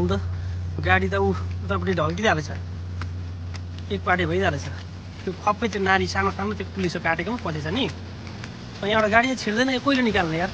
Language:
Nepali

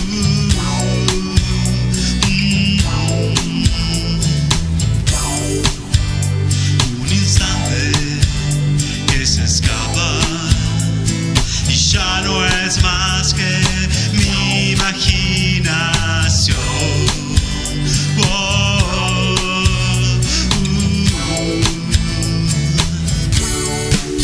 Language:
Spanish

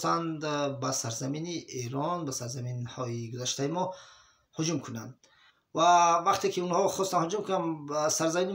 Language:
Tajik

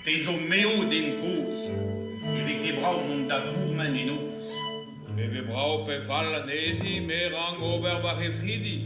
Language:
Breton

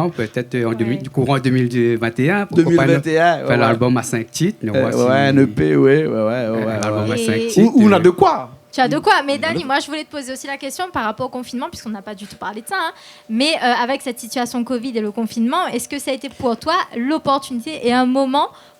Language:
Réunion Creole French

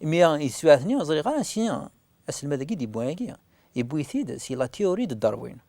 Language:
Kabyle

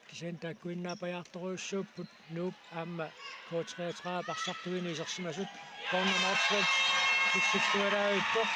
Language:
Kalaallisut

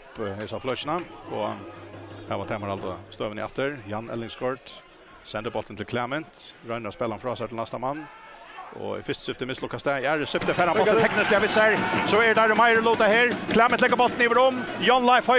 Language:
Faroese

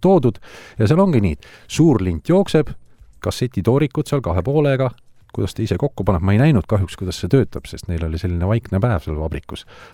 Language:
Estonian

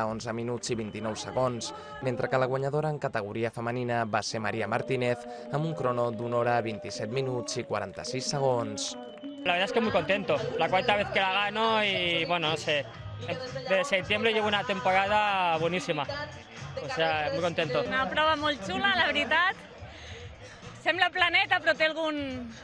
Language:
Catalan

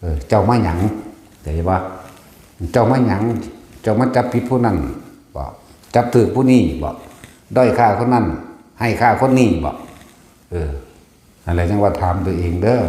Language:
Northeastern Thai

